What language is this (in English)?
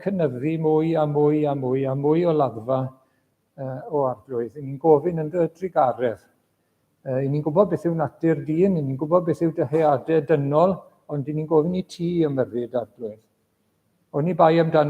Welsh